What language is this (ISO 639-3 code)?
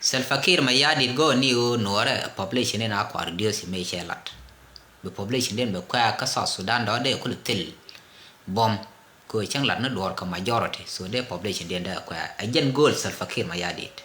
nus